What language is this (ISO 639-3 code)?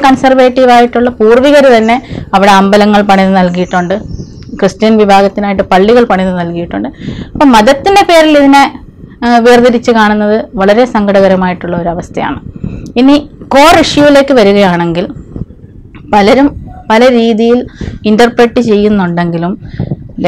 mal